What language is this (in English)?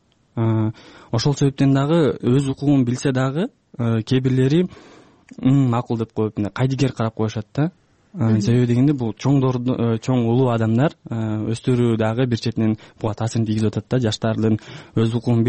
Kyrgyz